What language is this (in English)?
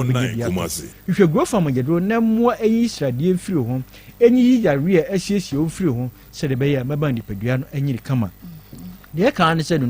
Akan